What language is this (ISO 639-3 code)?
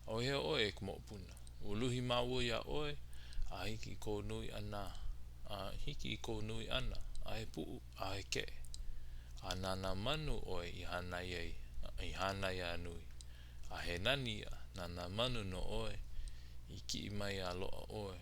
haw